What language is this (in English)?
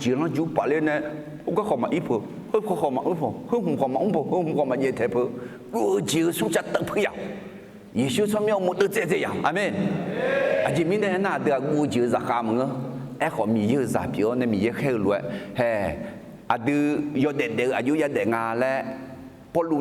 Akha